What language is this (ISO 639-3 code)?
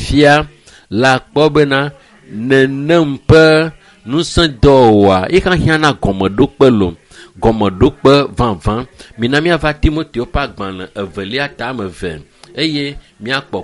ewe